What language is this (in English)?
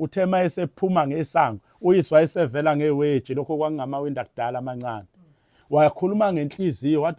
Zulu